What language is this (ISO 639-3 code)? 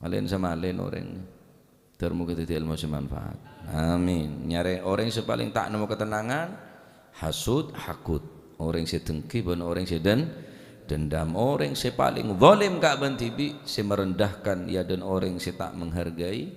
mad